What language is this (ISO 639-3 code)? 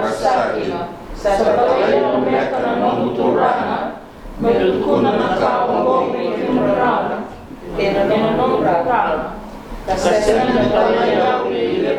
fij